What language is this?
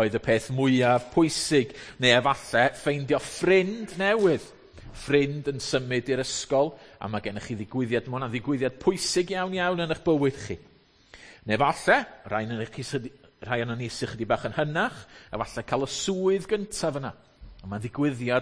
Welsh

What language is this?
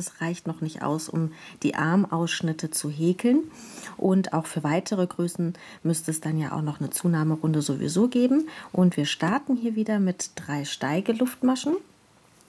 German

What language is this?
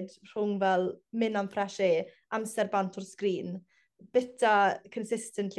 Welsh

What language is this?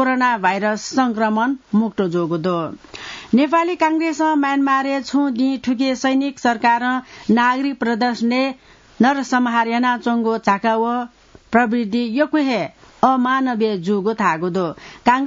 Newari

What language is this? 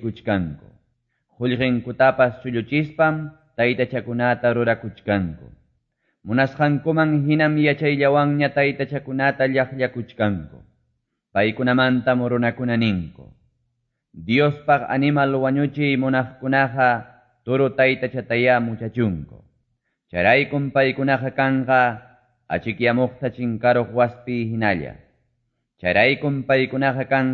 Quechua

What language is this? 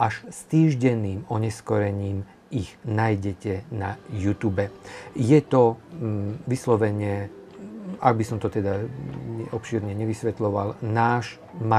Slovak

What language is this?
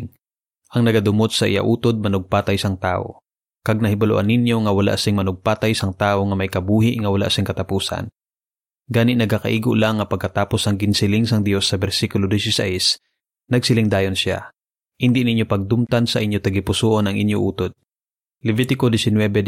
Hiligaynon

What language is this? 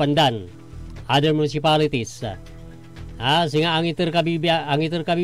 Pangasinan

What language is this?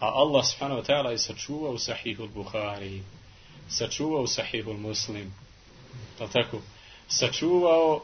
Bosnian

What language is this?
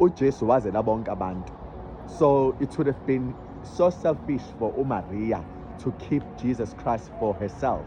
Zulu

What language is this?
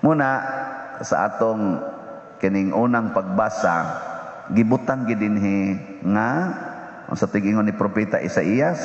Cebuano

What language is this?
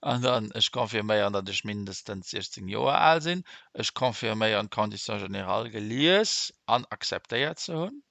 Luxembourgish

